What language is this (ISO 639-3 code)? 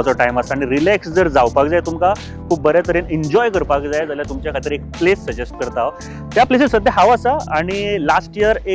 kok